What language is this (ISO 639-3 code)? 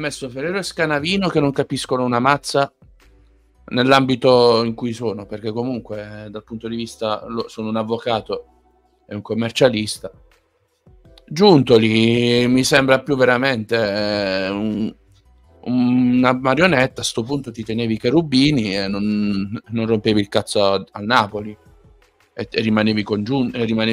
ita